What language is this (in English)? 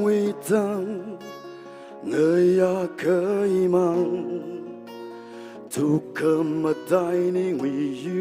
Tangkhul Naga (India)